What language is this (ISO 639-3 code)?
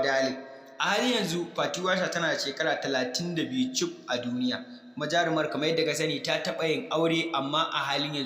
hau